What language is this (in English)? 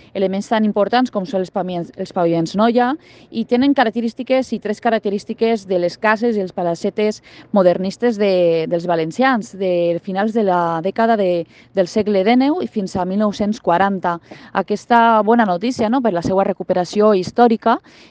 Catalan